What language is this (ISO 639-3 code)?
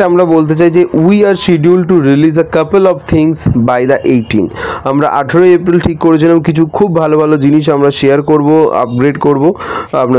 ben